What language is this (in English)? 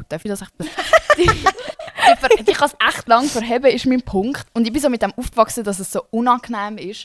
Swiss German